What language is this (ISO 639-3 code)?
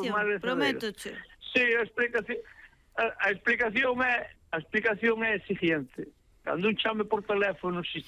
glg